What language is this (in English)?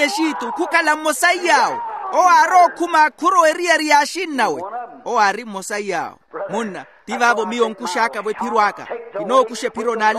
Makhuwa